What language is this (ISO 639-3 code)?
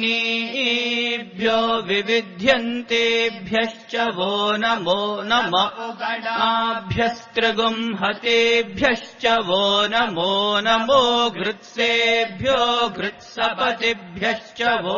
san